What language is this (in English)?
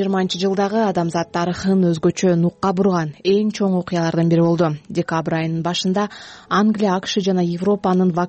Kyrgyz